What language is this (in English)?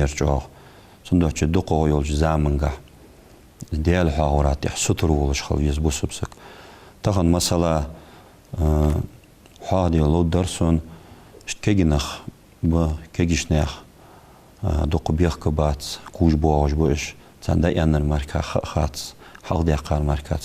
Ingush